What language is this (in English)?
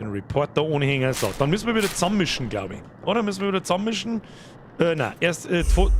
Bavarian